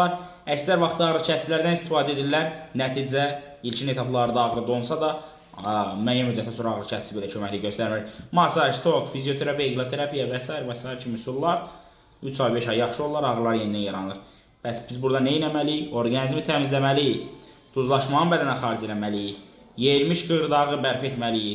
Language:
Azerbaijani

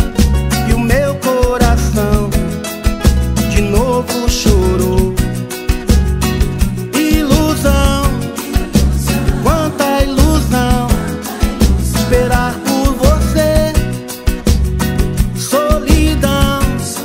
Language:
Portuguese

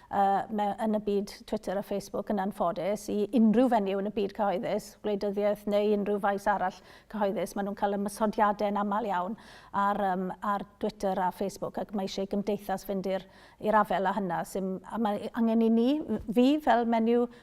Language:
Welsh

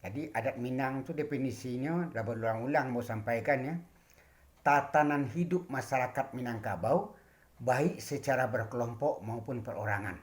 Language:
Minangkabau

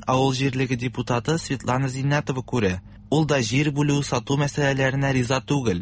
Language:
Tatar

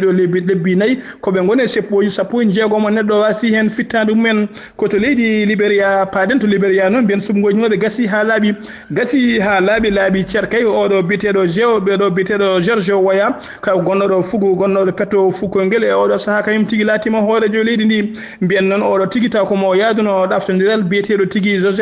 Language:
Fula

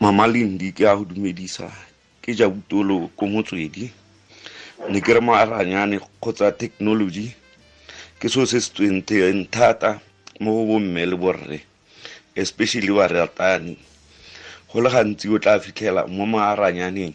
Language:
Tswana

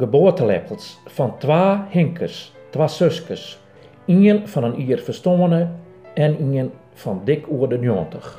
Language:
Western Frisian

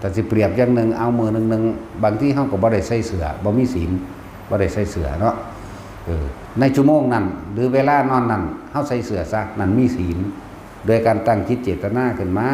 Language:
Northeastern Thai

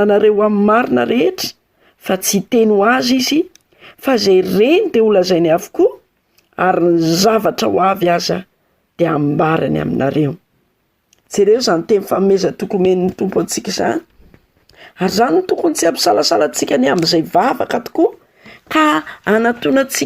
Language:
Malagasy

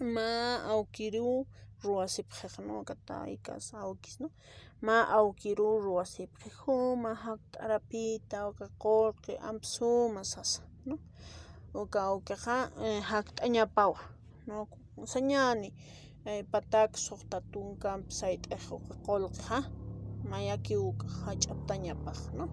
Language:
Aymara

